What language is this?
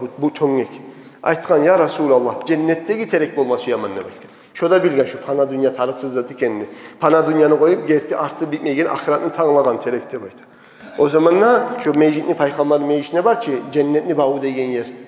Kumyk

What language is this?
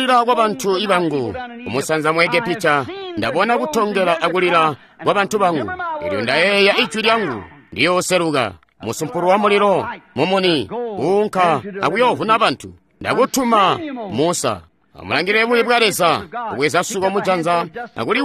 Tonga (Zambia)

